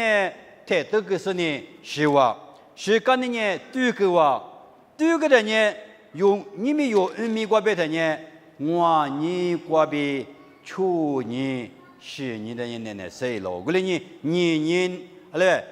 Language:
Lisu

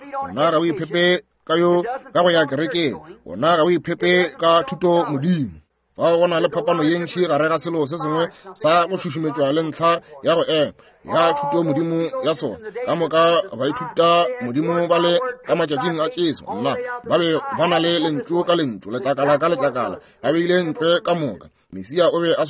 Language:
Northern Sotho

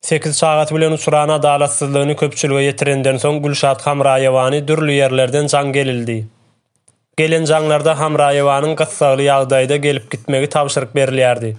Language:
Turkmen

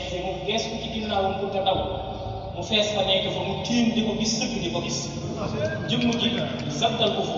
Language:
Wolof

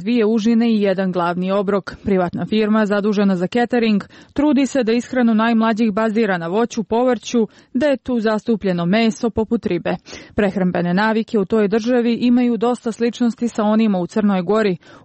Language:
Croatian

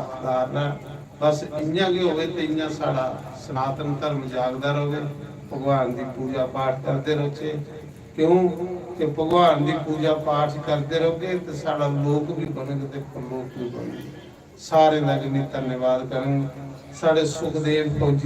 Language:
Dogri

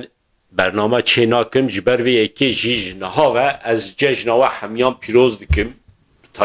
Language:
Kurdish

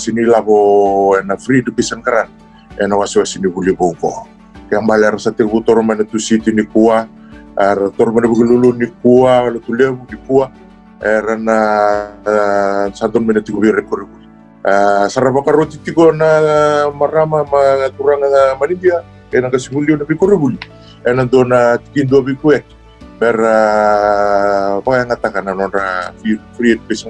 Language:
Fijian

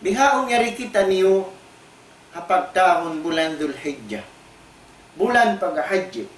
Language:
Tausug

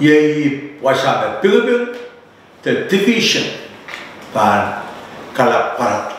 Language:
Pohnpeian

